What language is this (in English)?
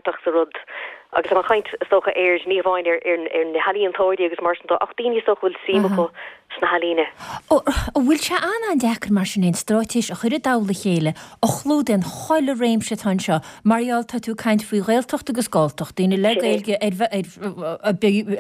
Irish